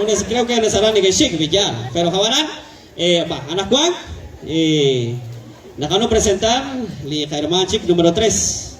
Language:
Kekchí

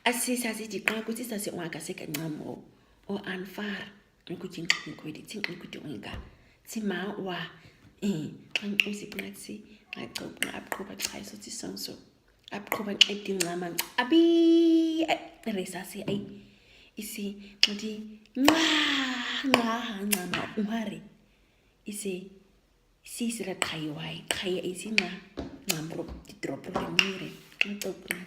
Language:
Nama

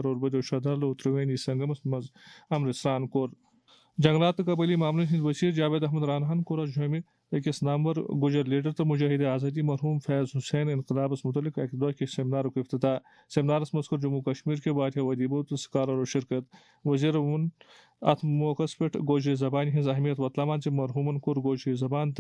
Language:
Kashmiri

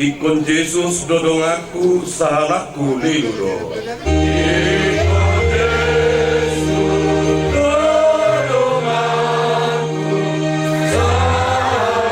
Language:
Batak Toba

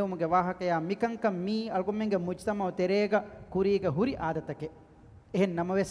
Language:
Divehi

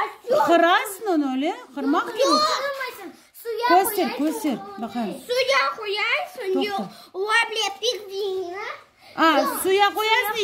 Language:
Crimean Tatar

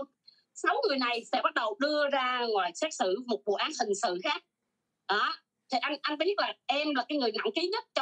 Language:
Vietnamese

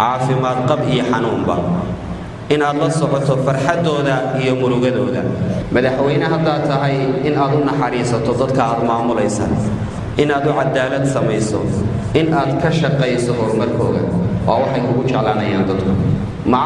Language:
Somali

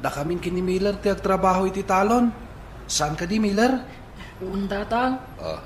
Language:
Iloko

